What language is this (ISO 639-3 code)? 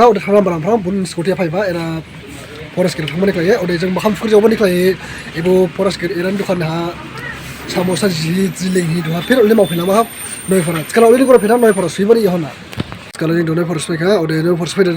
dis